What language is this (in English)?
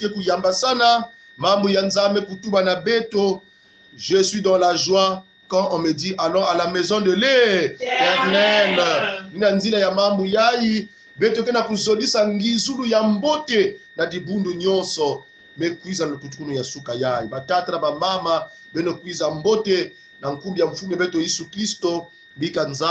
Kongo